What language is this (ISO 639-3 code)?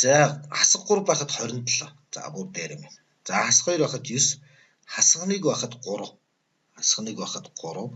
mon